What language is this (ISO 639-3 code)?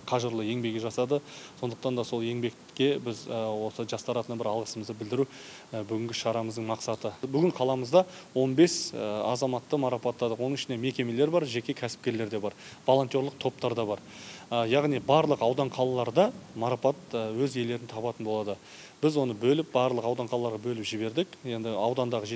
kaz